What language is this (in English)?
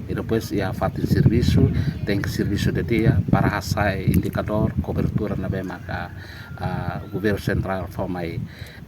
Tetum